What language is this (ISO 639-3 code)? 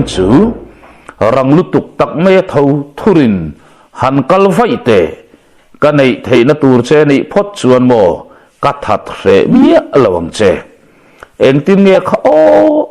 lus